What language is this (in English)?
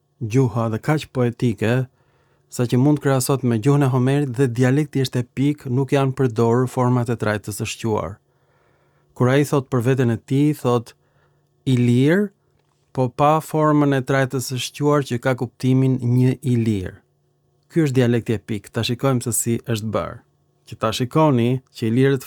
Albanian